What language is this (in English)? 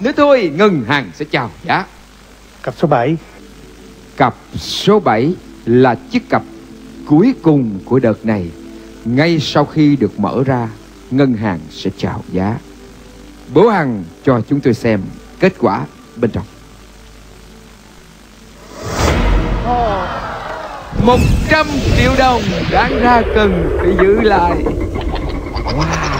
Vietnamese